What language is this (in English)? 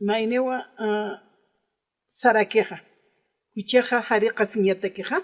Aymara